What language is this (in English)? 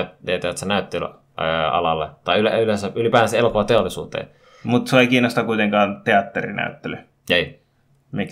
Finnish